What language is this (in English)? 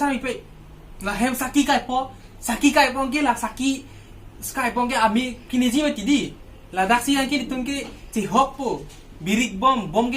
Karbi